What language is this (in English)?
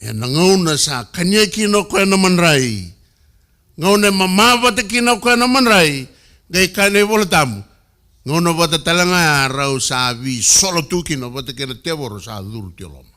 Fijian